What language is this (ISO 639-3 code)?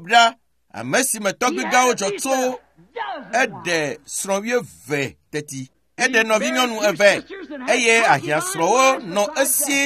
ewe